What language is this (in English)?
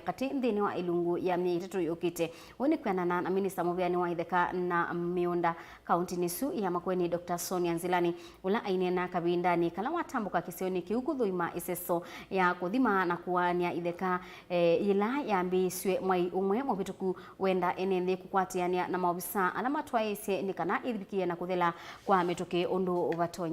Kamba